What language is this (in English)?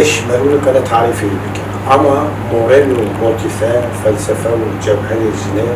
Kurdish